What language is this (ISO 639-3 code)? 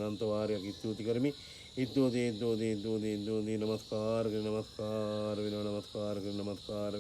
sin